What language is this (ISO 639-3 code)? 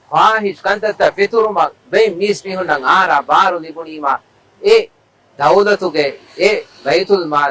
div